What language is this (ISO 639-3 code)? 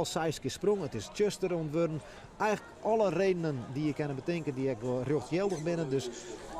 fry